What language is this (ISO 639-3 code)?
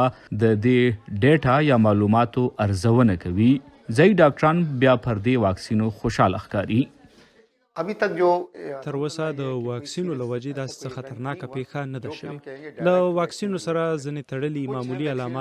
pus